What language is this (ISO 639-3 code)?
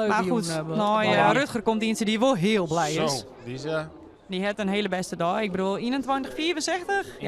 fry